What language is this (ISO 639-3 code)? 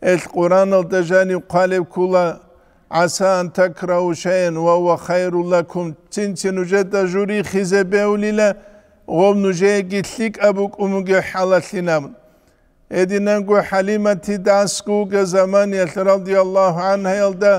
ava